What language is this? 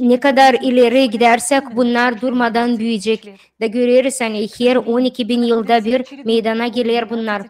Gagauz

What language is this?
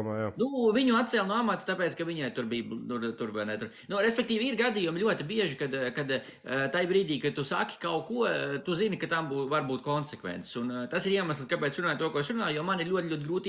Latvian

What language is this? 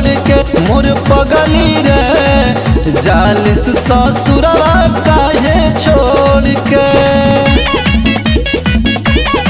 Bhojpuri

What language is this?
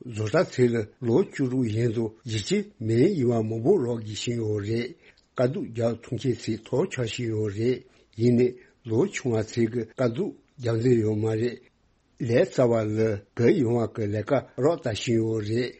Tibetan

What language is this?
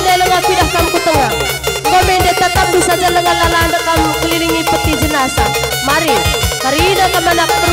Batak Karo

